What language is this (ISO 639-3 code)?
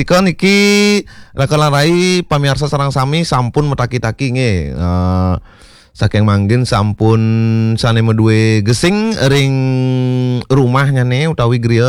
ban